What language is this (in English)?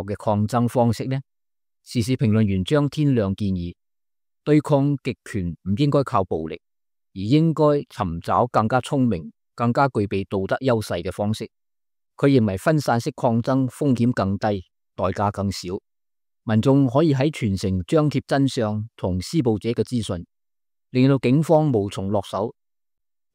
Cantonese